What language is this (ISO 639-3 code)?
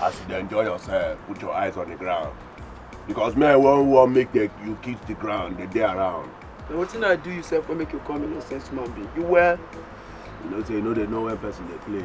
pcm